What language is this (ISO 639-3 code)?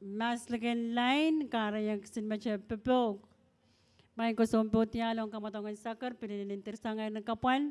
pon